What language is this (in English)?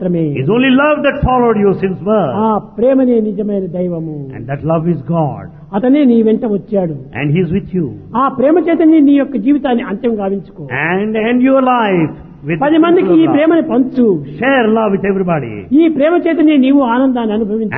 Telugu